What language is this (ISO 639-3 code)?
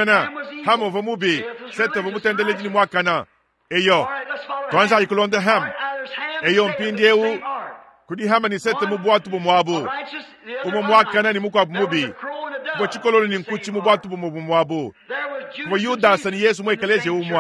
lua